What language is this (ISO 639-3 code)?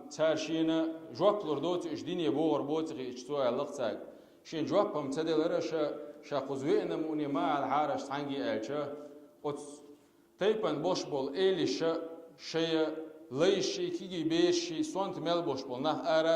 che